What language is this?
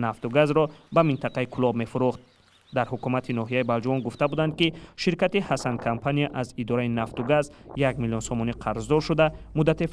Tajik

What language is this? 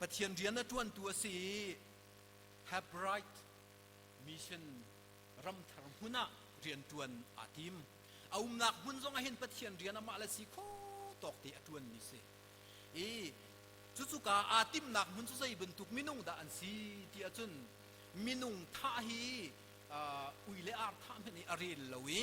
Hakha Chin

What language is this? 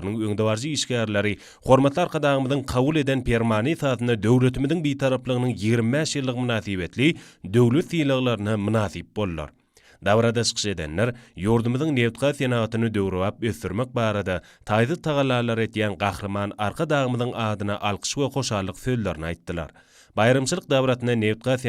Turkmen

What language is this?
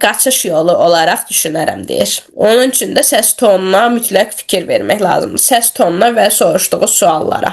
Azerbaijani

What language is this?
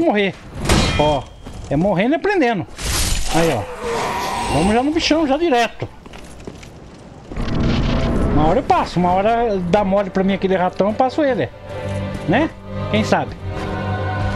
Portuguese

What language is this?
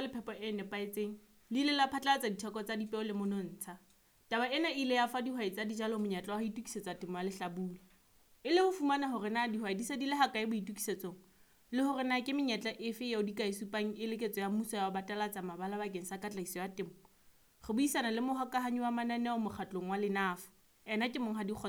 Southern Sotho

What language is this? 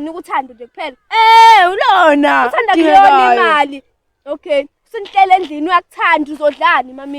Zulu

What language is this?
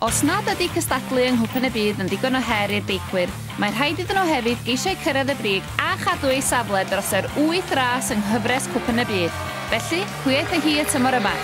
Welsh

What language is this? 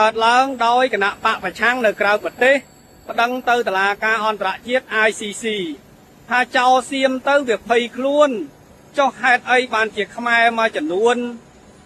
Khmer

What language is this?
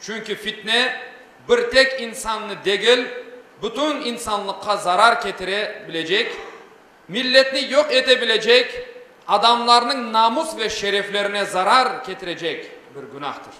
Crimean Tatar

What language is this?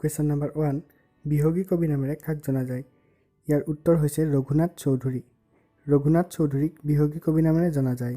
Assamese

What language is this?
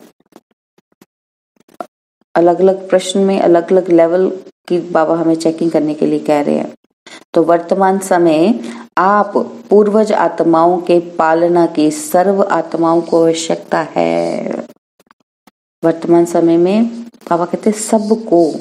Hindi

